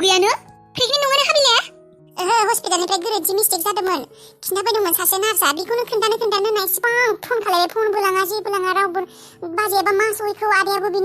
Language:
Bodo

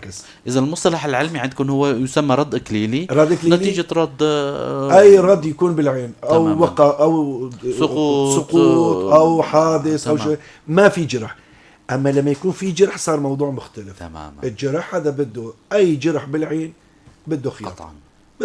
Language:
North Levantine Arabic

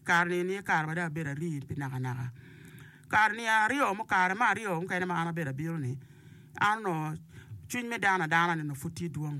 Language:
Acoli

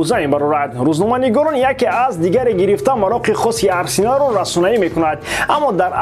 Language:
Tajik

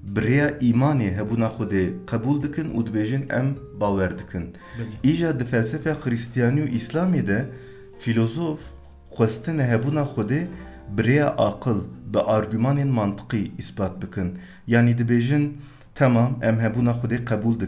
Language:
Kurdish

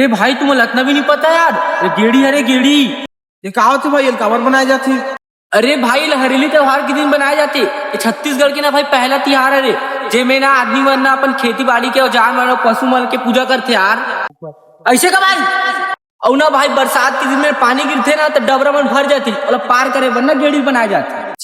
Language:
Chhattisgarhi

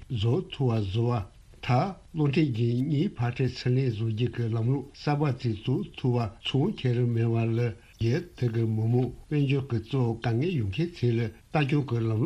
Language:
Tibetan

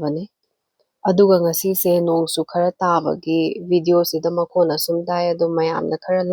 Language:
Manipuri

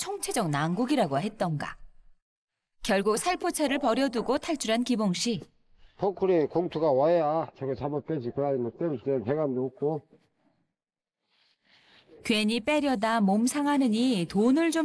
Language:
Korean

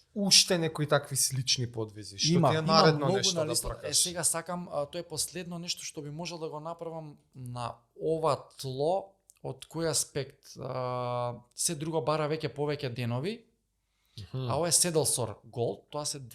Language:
Macedonian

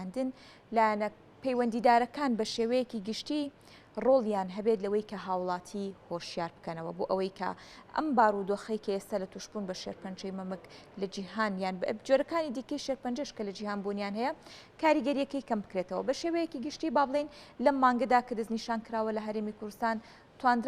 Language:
Central Kurdish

